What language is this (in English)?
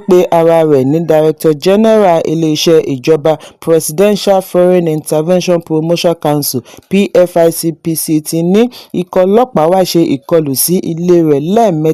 Yoruba